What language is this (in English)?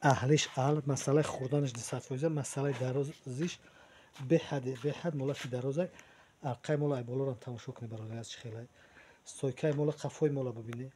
Tajik